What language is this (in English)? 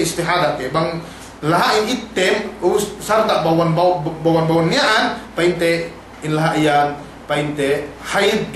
Yakan